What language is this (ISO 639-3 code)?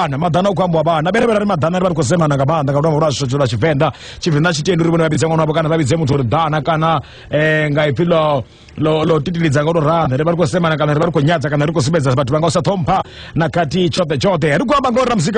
ven